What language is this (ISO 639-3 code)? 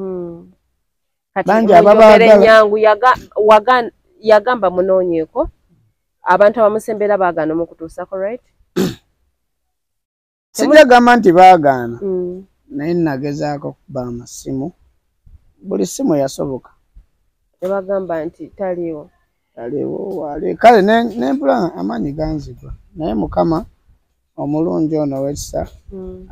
lug